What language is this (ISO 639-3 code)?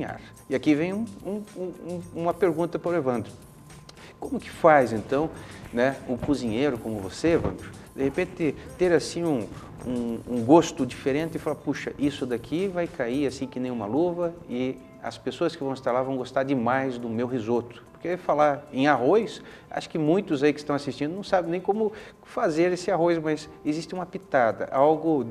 por